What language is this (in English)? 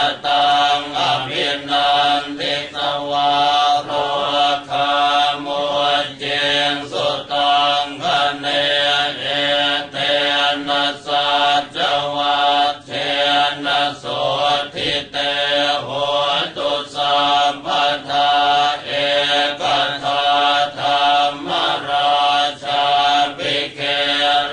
Pali